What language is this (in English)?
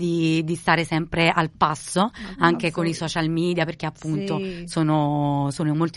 Italian